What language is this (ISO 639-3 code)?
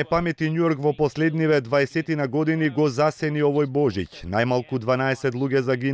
mkd